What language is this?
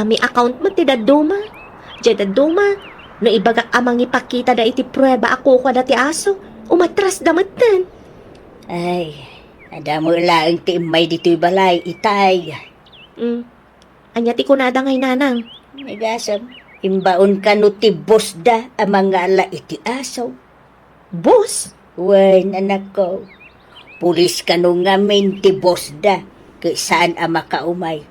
Iloko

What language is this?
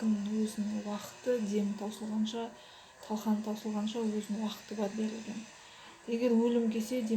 Kazakh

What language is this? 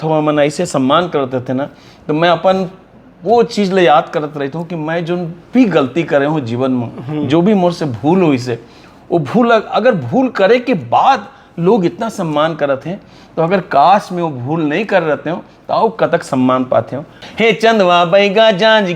Chhattisgarhi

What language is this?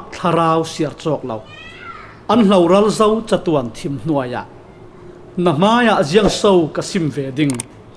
Falam Chin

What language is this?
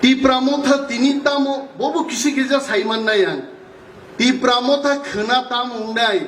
Kok Borok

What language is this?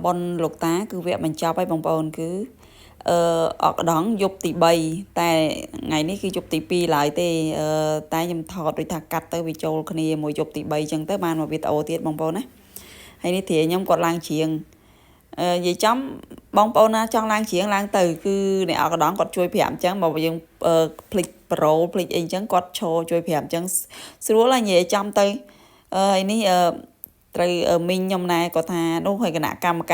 Khmer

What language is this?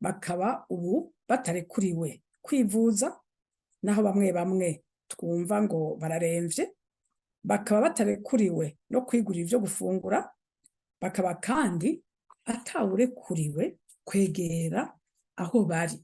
Rundi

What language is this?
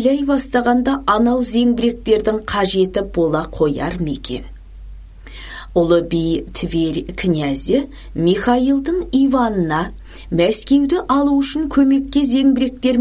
Kazakh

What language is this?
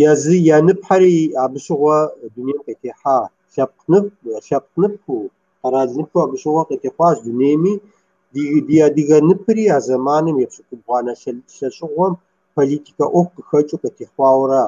Kabardian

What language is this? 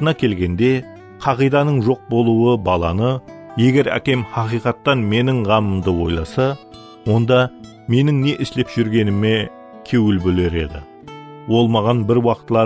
Kara-Kalpak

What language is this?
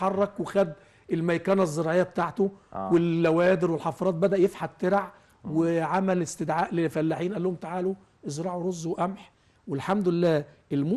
Egyptian Arabic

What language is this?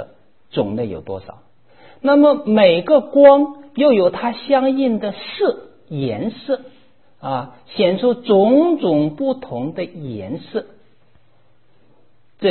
Chinese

